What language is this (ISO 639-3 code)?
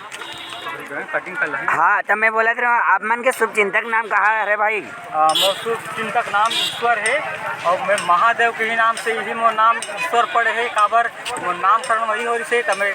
hne